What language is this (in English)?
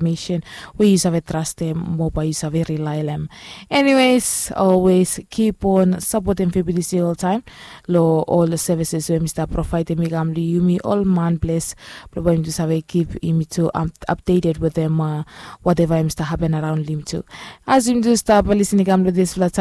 Bislama